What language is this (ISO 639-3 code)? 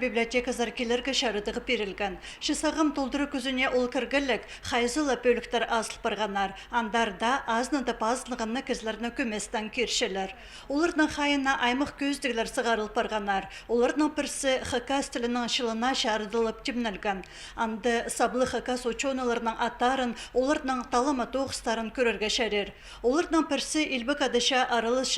kjh